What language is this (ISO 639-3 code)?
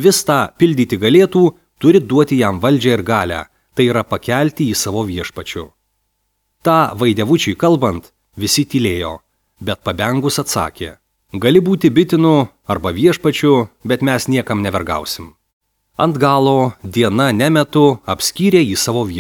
lit